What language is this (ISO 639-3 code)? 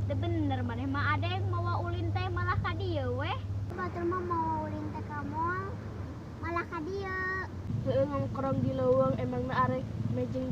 sun